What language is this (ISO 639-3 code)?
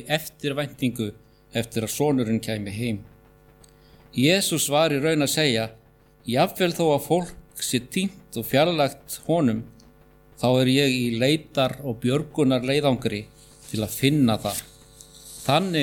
isl